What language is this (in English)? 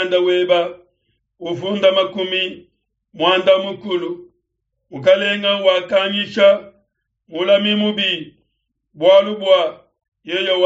Luba-Lulua